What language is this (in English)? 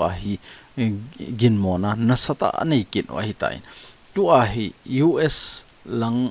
Thado Chin